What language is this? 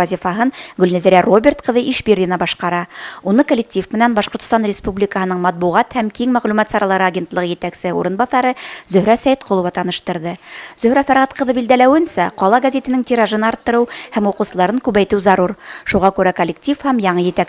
Bashkir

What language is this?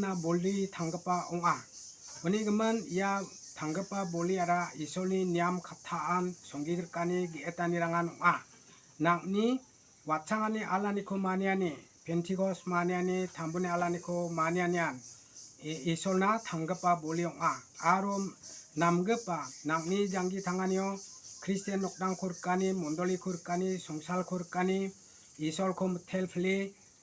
Garo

